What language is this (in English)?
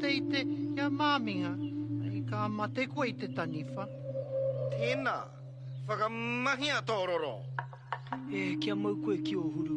Māori